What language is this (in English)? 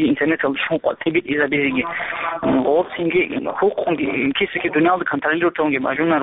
Avaric